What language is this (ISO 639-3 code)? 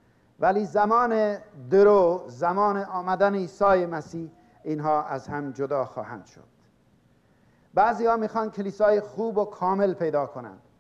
fas